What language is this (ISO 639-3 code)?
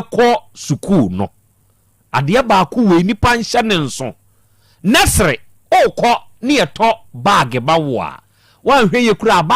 aka